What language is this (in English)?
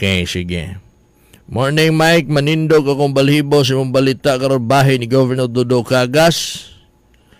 Cebuano